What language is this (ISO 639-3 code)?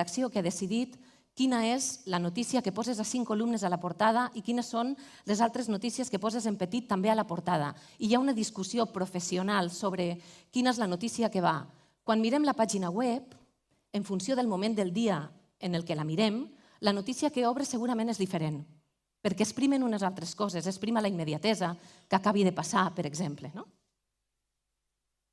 cat